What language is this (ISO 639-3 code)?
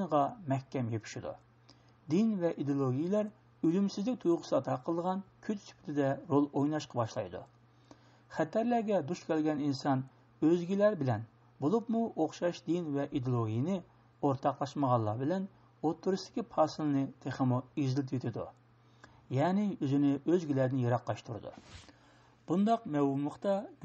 uig